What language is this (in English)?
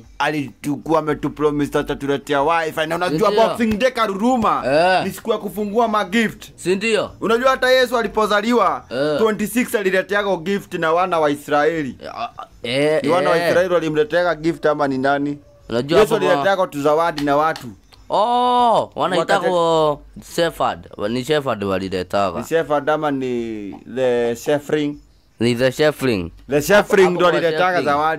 Swahili